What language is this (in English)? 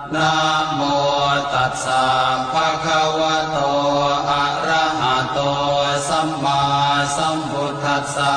Pali